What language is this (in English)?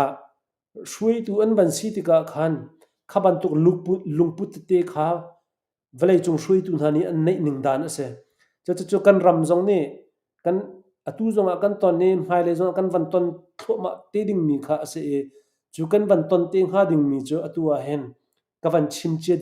Hakha Chin